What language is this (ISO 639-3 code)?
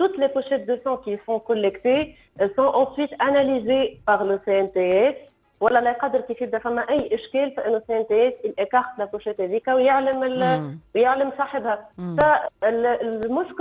aeb